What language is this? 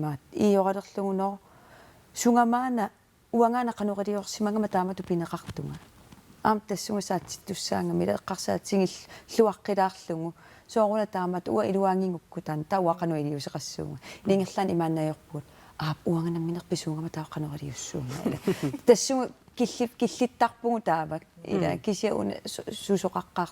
Kalaallisut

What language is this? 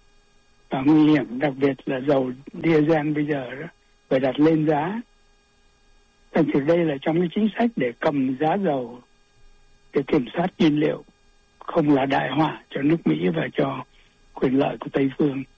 Vietnamese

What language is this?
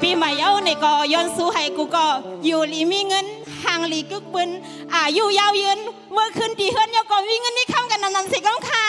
Shan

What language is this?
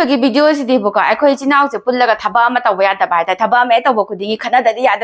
Manipuri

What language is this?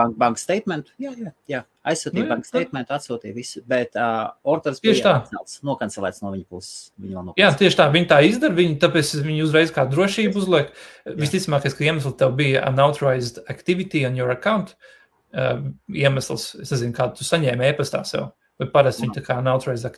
Latvian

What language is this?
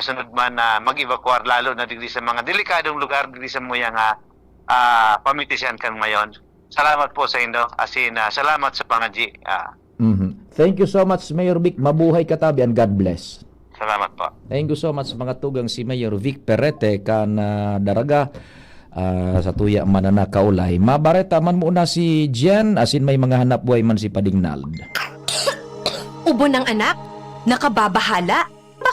Bikol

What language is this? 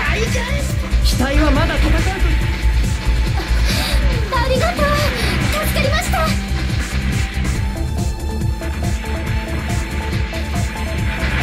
Japanese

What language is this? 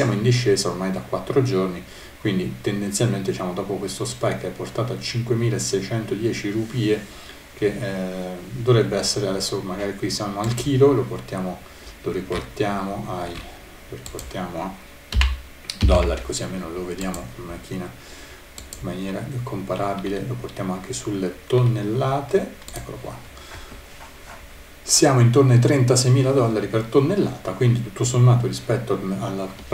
Italian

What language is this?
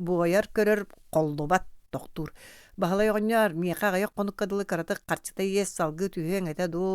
Yakut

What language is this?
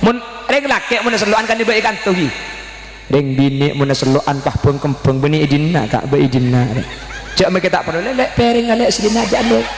Madurese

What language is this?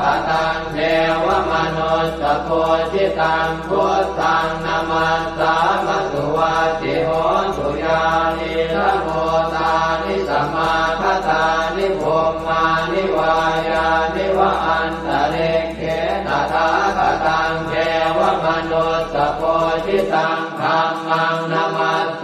Pali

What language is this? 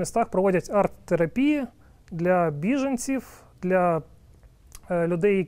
Ukrainian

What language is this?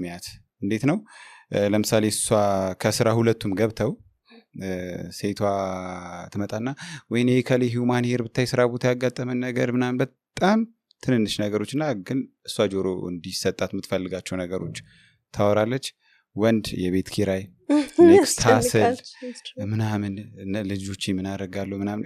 Amharic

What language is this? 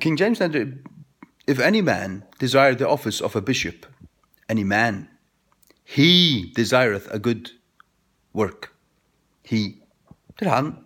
Faroese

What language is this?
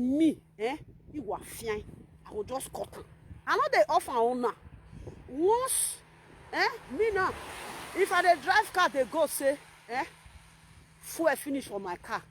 Nigerian Pidgin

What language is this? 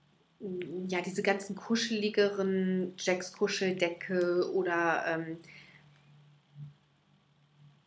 German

